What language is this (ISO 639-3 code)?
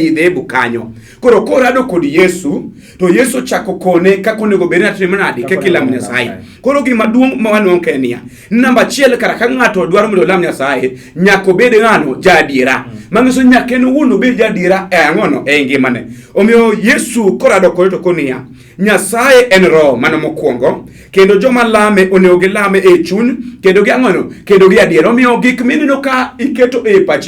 luo